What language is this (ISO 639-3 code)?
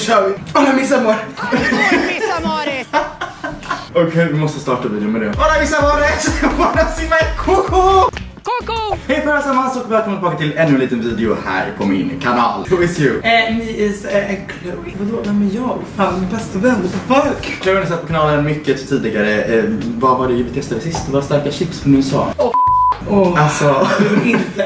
swe